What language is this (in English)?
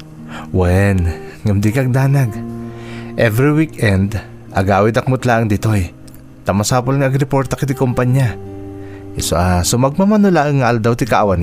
Iloko